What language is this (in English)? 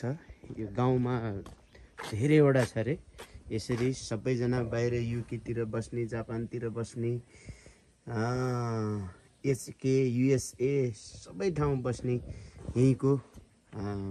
Nepali